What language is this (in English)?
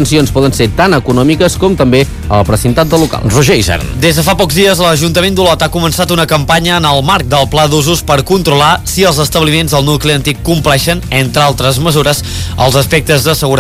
Catalan